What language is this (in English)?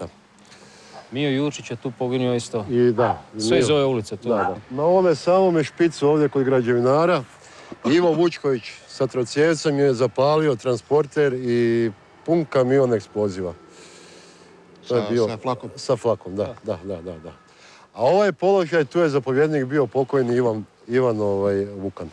Croatian